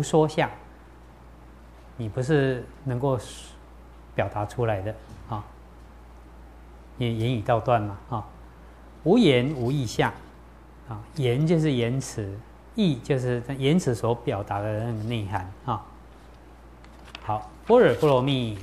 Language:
Chinese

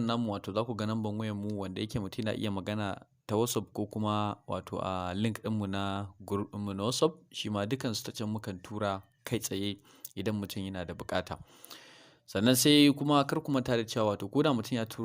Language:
Hausa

